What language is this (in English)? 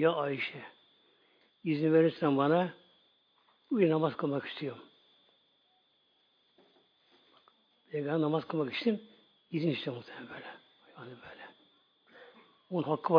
Turkish